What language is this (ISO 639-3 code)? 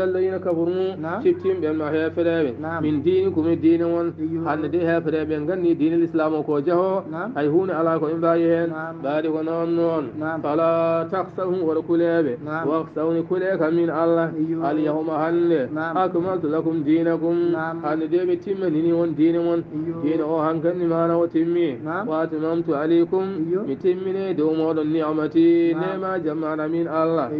ful